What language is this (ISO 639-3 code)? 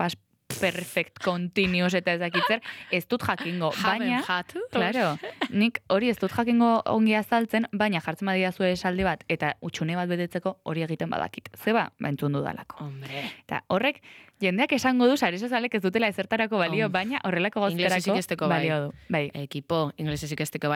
eus